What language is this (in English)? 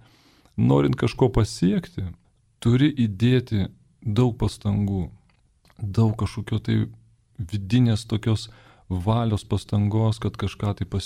Lithuanian